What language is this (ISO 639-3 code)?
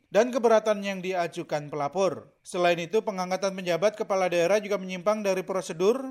ind